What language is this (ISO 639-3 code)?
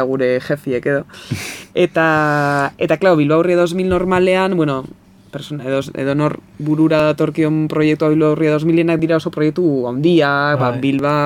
eus